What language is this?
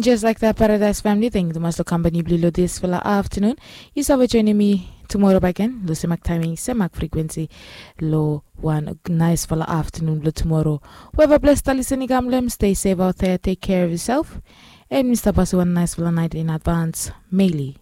Bislama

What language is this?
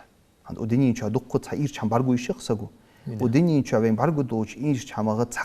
Ingush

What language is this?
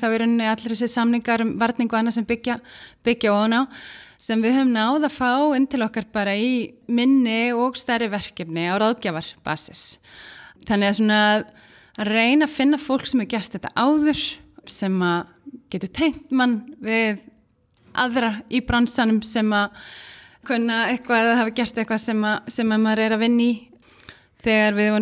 Icelandic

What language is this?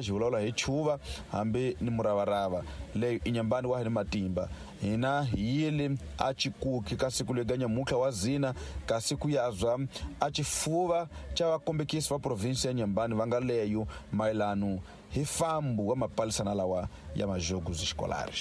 Tsonga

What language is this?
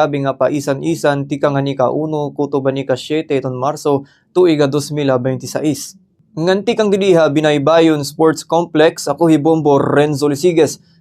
Waray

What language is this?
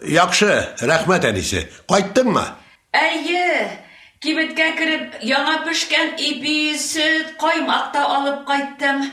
Tatar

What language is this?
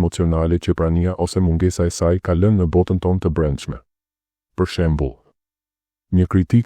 Albanian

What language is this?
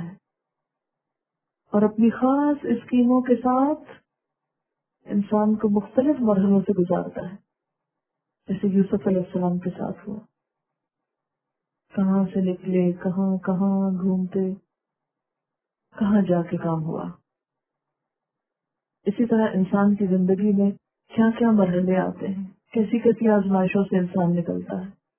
Urdu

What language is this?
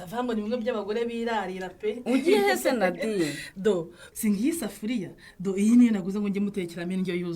Kinyarwanda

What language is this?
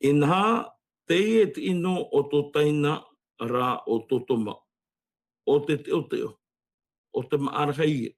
Tahitian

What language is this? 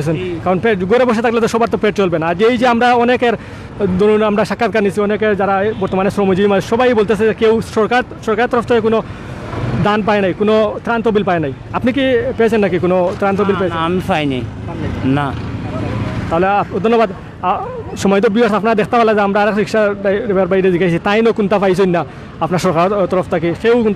Sylheti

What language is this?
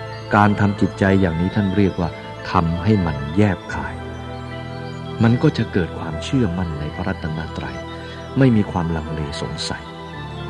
Thai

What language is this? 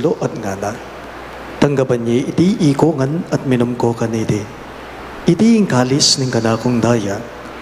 Pampanga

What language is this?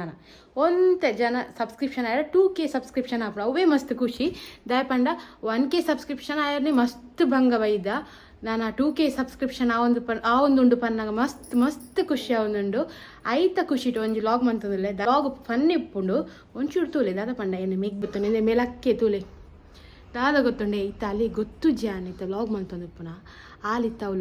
Tulu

